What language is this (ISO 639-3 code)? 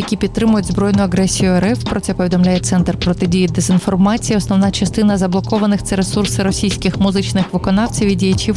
ukr